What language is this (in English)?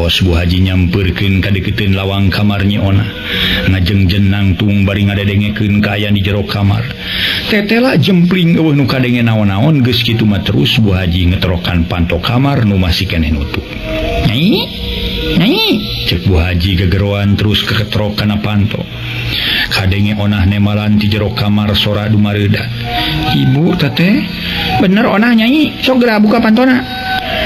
Sundanese